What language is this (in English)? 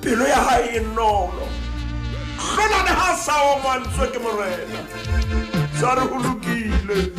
Southern Sotho